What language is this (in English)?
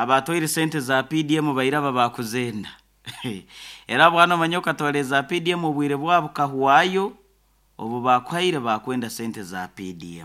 Nyoro